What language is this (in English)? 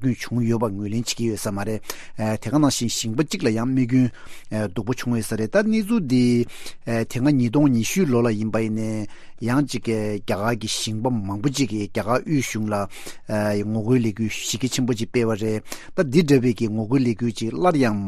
Tibetan